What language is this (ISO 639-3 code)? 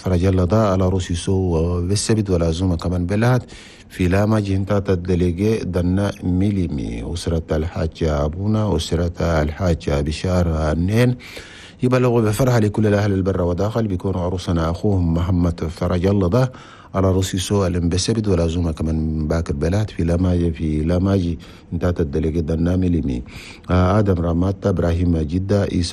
shu